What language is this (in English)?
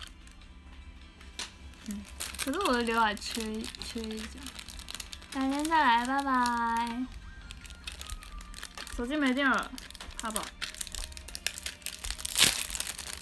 Chinese